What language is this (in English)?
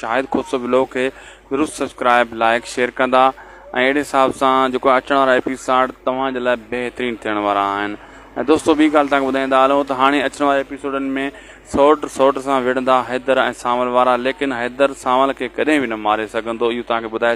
Sindhi